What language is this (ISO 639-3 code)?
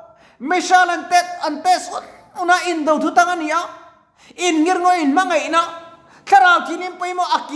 lus